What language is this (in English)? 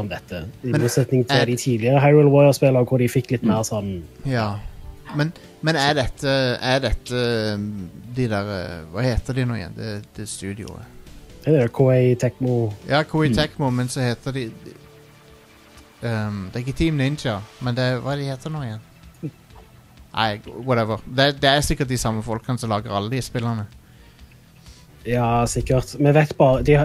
Norwegian